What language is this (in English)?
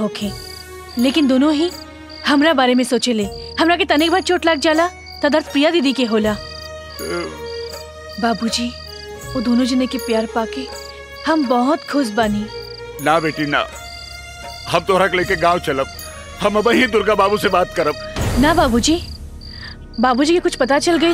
Bhojpuri